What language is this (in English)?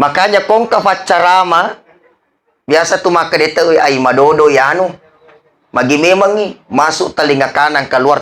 Buginese